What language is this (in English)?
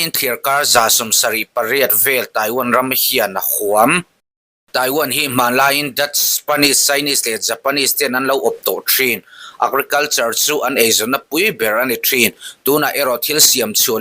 Mizo